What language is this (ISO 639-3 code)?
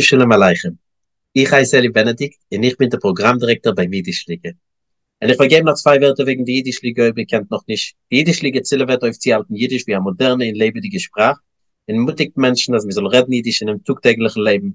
yid